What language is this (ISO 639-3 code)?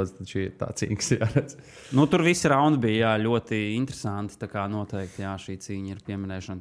lav